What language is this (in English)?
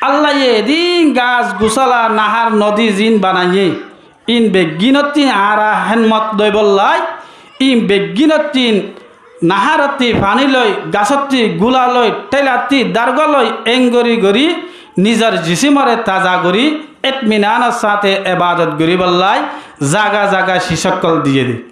Rohingya